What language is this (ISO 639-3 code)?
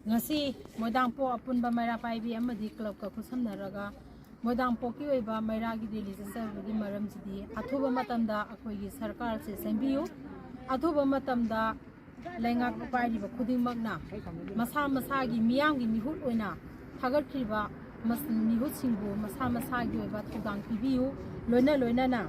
mni